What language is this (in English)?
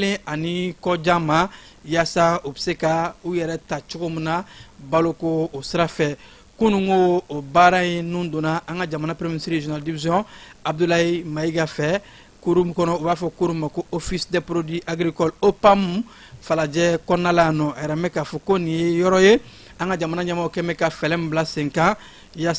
Bambara